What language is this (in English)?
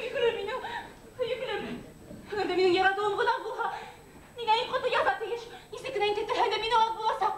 Bashkir